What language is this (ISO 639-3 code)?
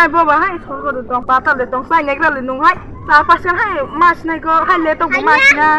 trp